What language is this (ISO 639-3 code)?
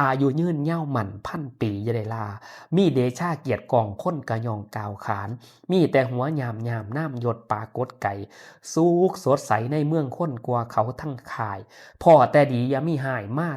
tts